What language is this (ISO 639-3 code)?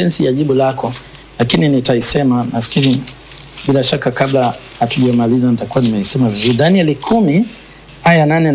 swa